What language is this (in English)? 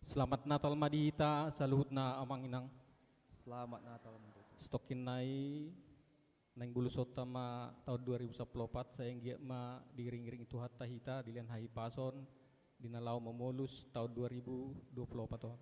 Batak Toba